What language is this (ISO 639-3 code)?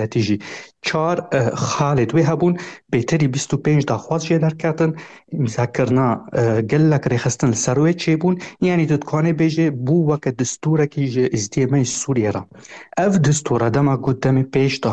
kur